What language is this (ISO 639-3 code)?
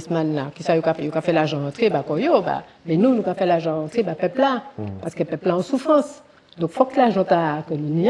gcf